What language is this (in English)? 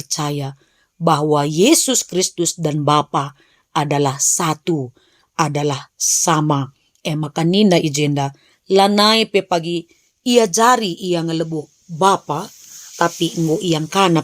Batak Karo